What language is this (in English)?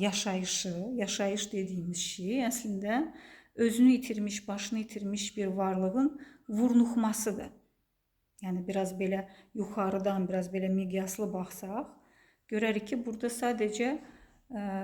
Azerbaijani